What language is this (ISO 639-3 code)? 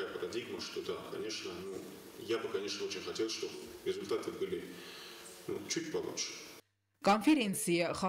oss